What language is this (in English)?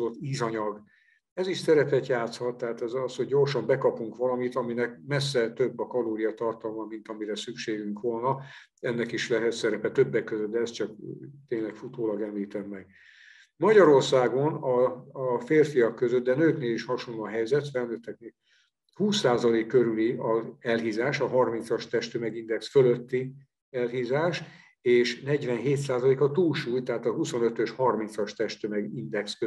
Hungarian